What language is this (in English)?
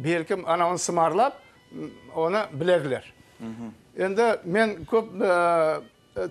Crimean Tatar